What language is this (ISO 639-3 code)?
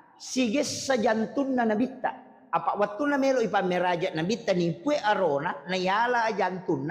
bug